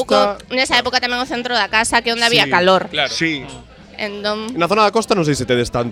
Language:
Galician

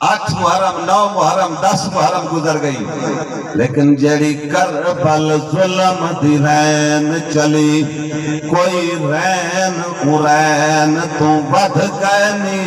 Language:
Saraiki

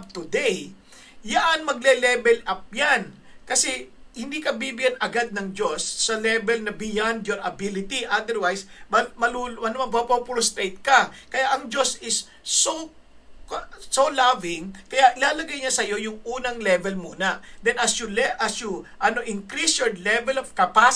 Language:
Filipino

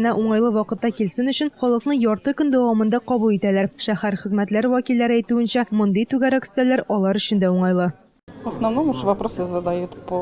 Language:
Tatar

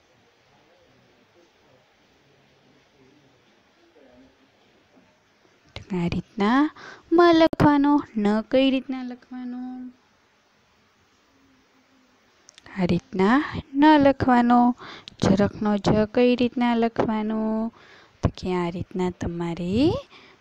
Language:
Gujarati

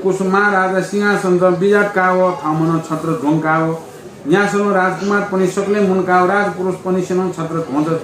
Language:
Newari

